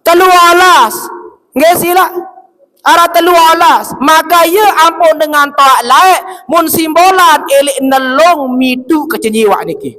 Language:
Sasak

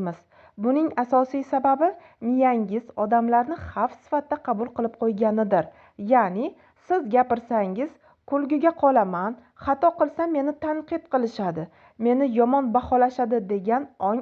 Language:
Uzbek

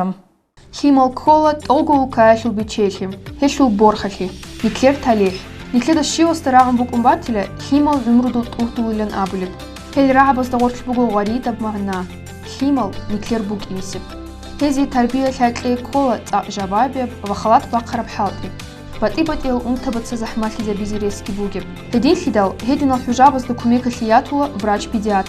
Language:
Avaric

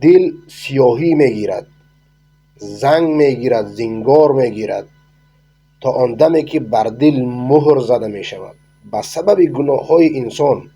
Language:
Persian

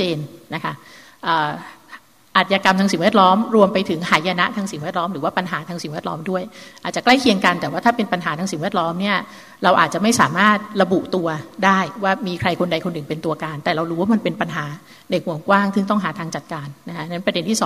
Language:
Thai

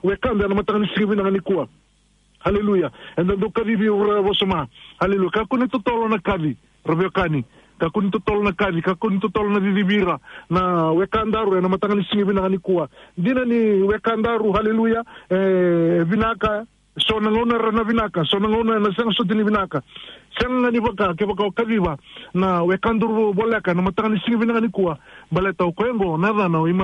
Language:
Fijian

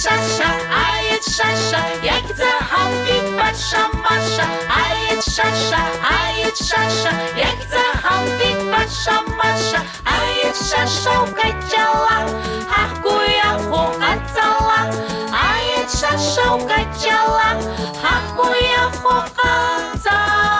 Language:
Abkhazian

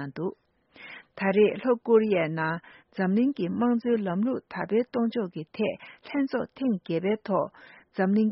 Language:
Tibetan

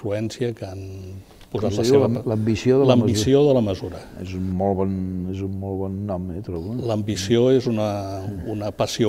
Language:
Catalan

